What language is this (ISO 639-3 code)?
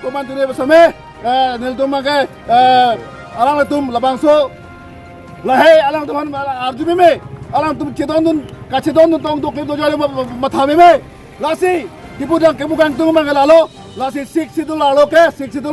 mjw